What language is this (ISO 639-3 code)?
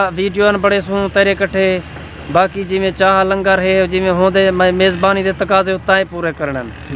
skr